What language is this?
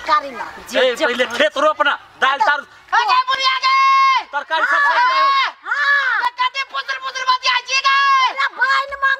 Maithili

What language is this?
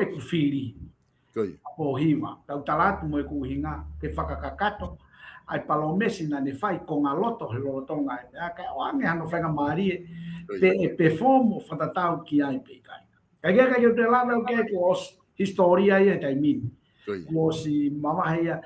Tongan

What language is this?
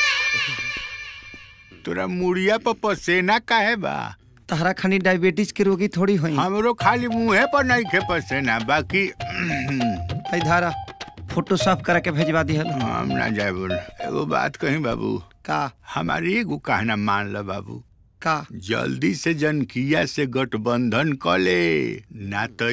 Bhojpuri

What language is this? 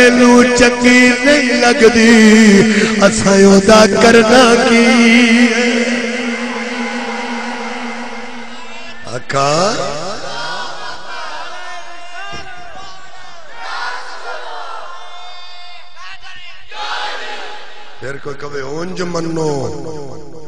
Western Panjabi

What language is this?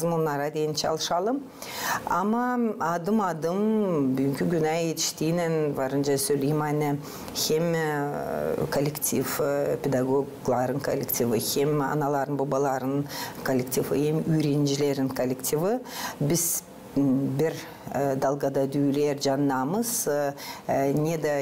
Gagauz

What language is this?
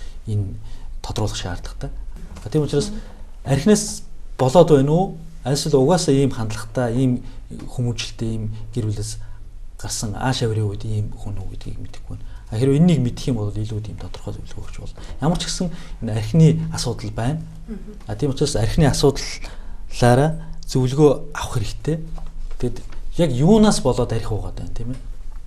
Mongolian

